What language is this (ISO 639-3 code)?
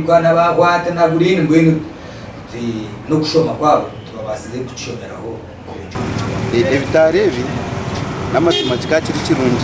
nyn